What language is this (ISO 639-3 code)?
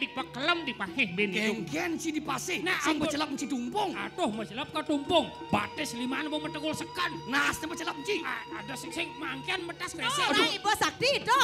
ban